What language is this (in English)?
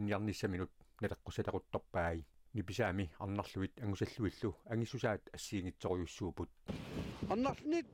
Kalaallisut